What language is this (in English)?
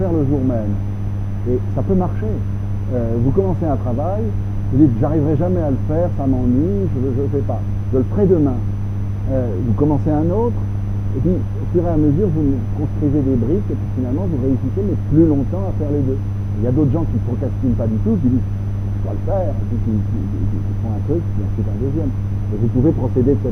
French